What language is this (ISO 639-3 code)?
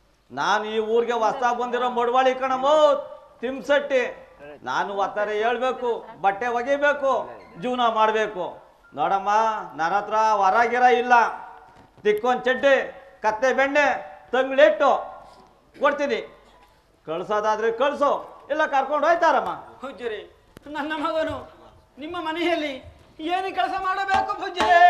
kan